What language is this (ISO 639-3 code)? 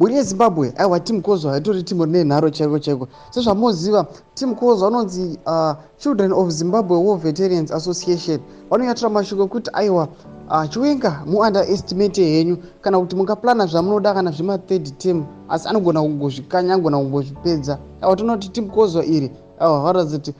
sna